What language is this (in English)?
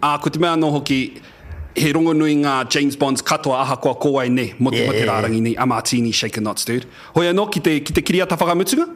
Māori